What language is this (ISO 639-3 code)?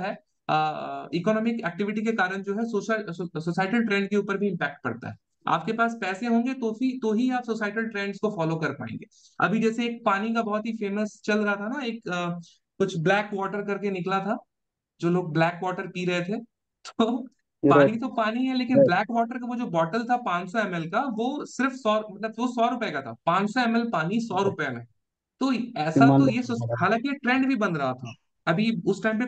hin